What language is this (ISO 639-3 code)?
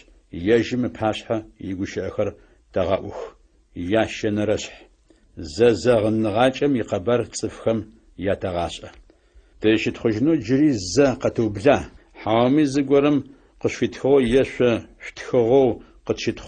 ady